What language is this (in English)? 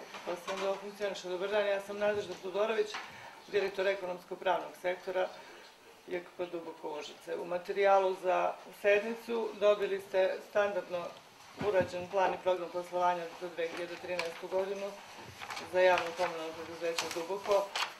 Serbian